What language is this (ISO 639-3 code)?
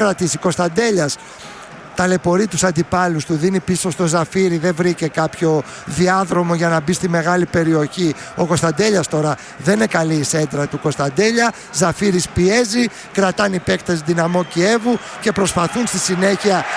ell